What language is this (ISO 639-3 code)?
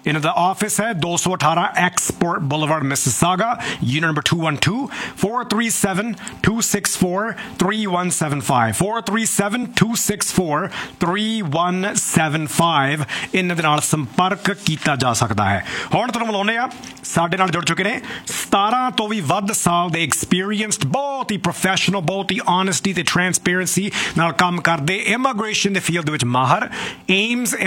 pan